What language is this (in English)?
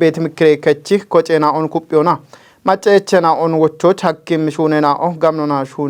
Kafa